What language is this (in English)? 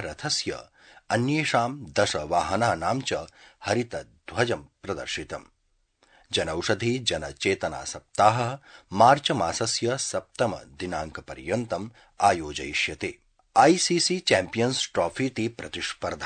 Sanskrit